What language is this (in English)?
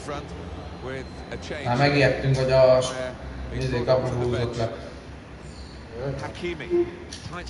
Hungarian